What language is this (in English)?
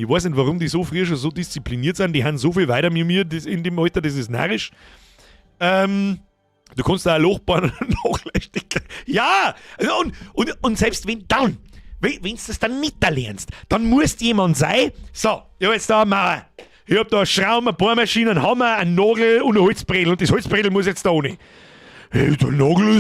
Bavarian